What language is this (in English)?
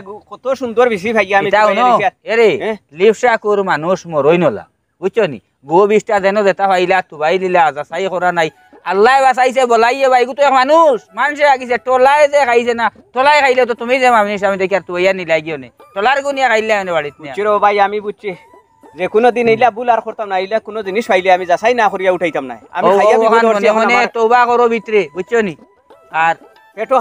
Sylheti